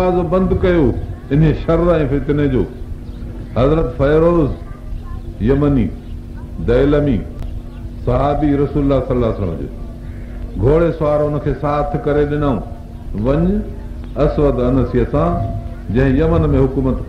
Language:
Sindhi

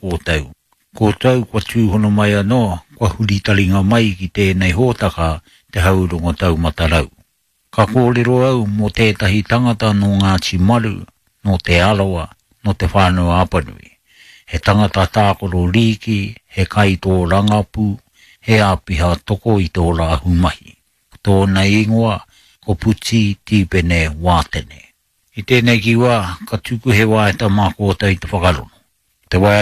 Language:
Māori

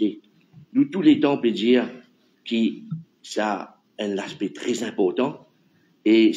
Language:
Morisyen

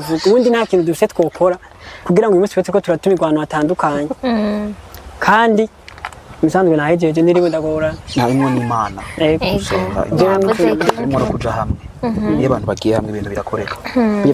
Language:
Rundi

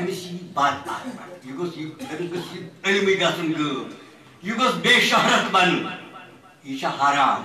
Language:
Kashmiri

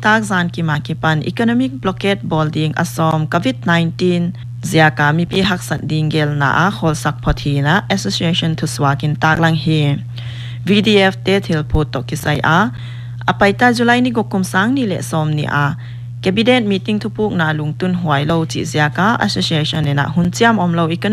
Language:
Paite Chin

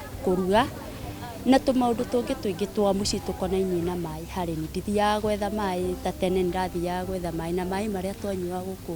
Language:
Kikuyu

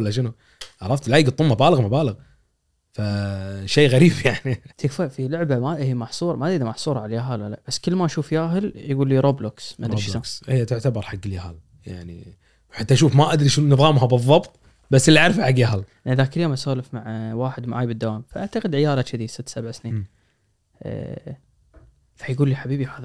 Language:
Gulf Arabic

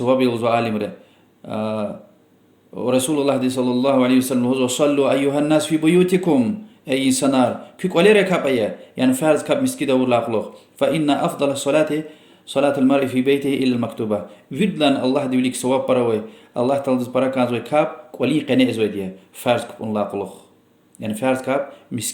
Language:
Lezghian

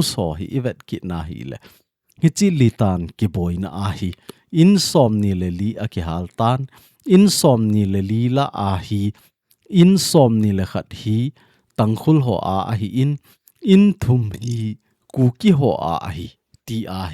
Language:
Thado Chin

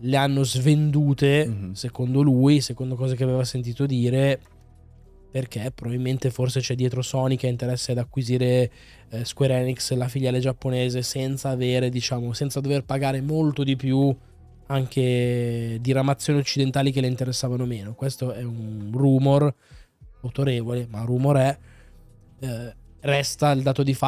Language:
Italian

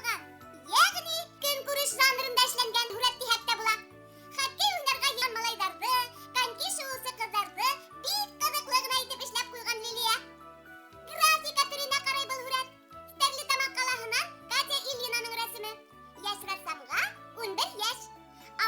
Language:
Bashkir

